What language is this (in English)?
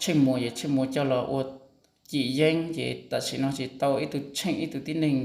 Hmong